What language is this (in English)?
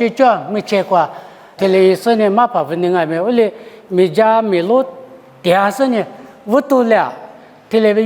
Lisu